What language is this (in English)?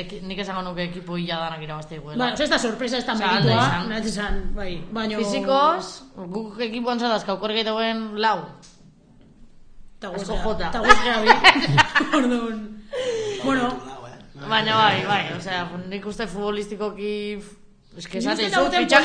Basque